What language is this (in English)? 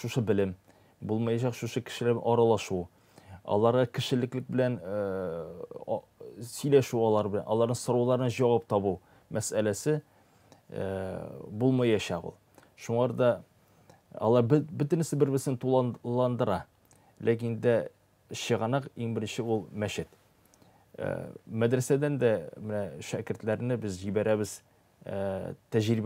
Tatar